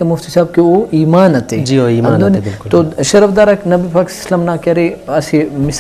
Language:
Brahui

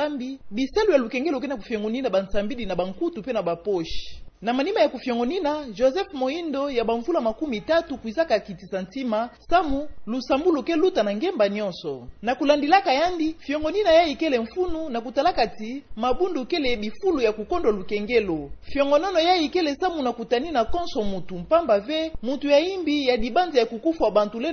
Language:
Kituba (Democratic Republic of Congo)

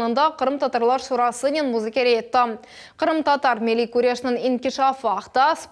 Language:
Crimean Tatar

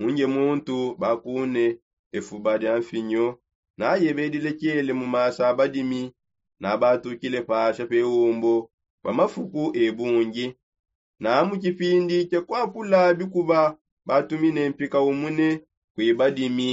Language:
Songe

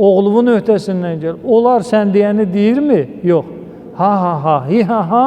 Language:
Azerbaijani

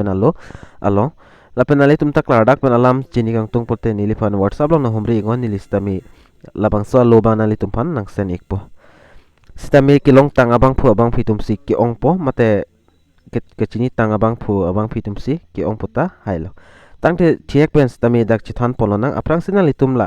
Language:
Karbi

